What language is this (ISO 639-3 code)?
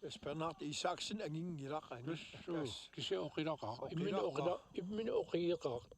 kal